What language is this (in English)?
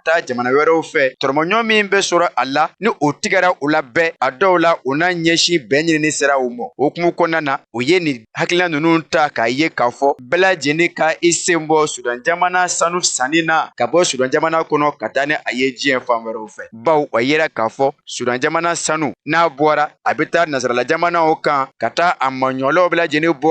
Bambara